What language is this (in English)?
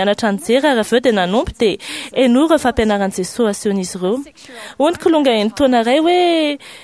Malagasy